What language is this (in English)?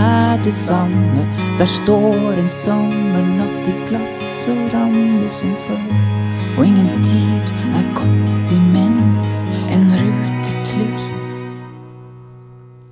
Norwegian